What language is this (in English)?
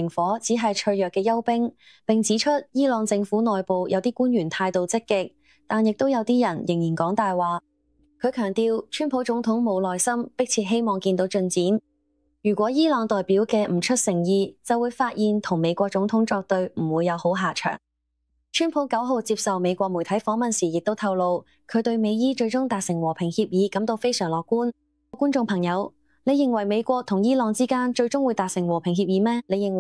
Cantonese